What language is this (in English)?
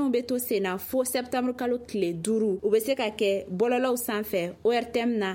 Bambara